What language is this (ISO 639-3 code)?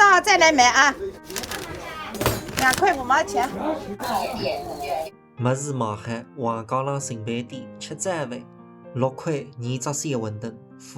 wuu